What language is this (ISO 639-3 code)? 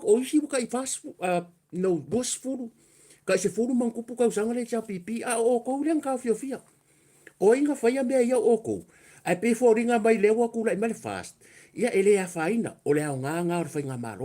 smo